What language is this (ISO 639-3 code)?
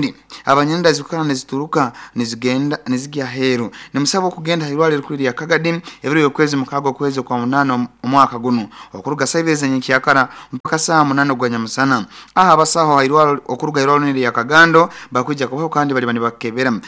nyn